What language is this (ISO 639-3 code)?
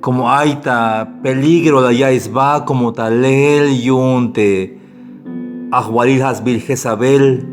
tzh